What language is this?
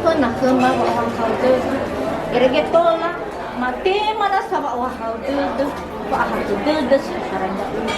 Nias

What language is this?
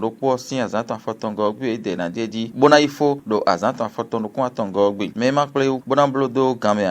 Fon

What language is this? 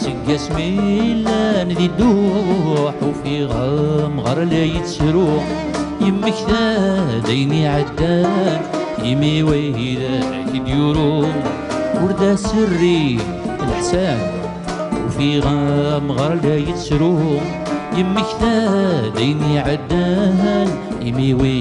Kabyle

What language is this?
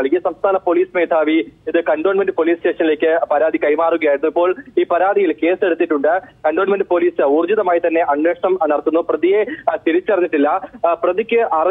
Malayalam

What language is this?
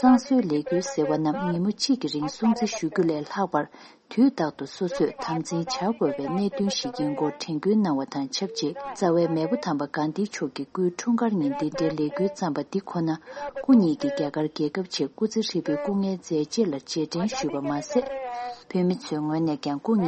Tibetan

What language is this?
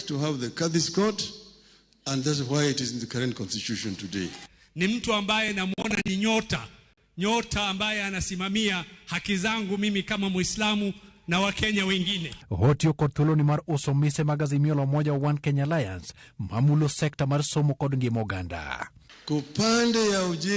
Luo (Kenya and Tanzania)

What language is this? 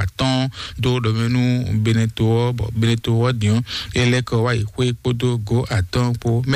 Fon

